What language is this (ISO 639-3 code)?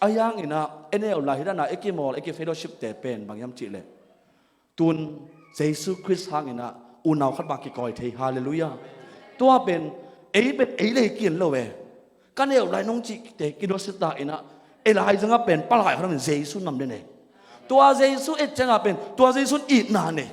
ctd